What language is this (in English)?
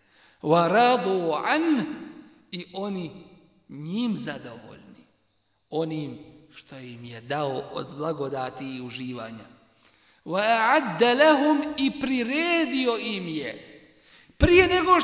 Bosnian